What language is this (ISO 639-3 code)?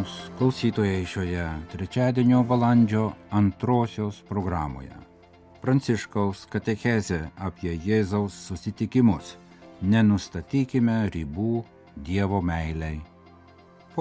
lit